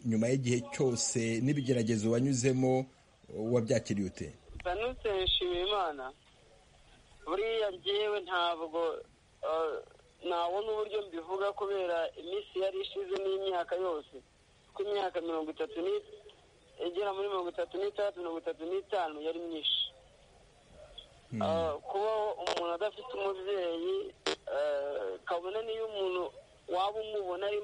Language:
Kinyarwanda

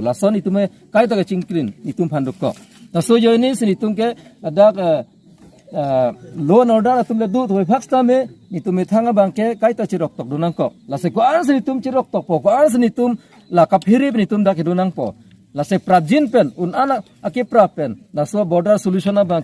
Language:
Karbi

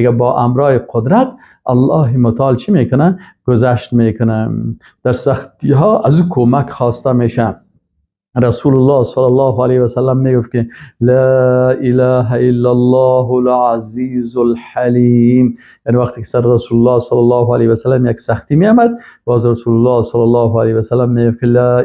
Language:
Persian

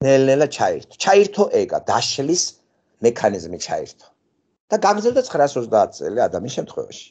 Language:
Georgian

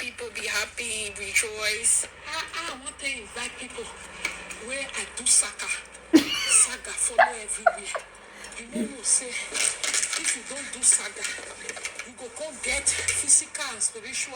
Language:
Nigerian Pidgin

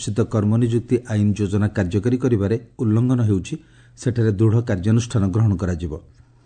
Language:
Odia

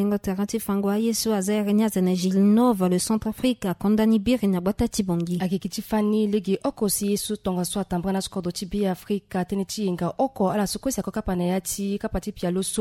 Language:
Sango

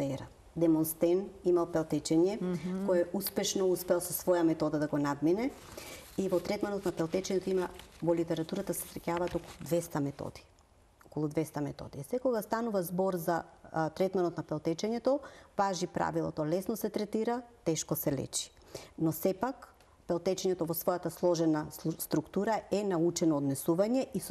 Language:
Macedonian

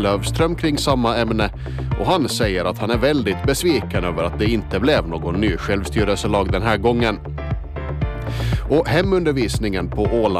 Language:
Swedish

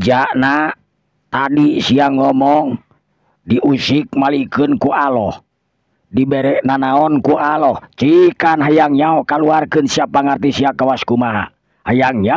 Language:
Sundanese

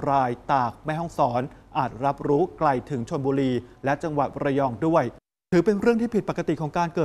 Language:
Thai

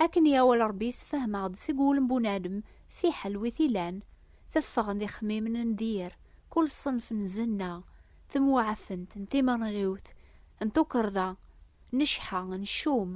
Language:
Kabyle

